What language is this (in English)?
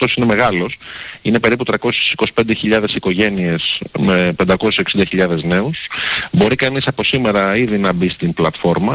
Greek